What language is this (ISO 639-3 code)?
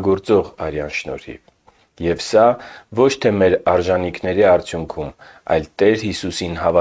hye